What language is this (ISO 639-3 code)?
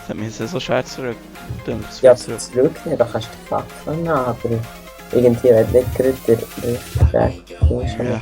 gsw